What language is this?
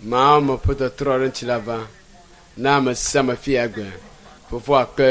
Ewe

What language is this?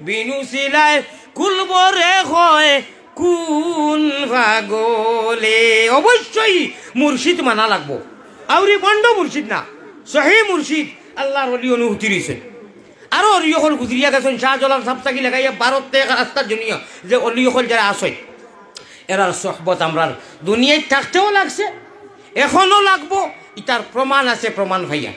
Sylheti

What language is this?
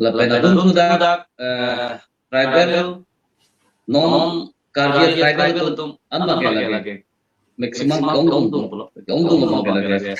Karbi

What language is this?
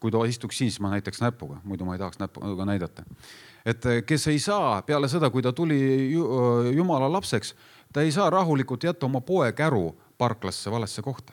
Estonian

